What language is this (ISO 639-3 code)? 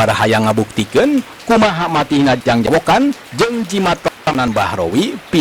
sun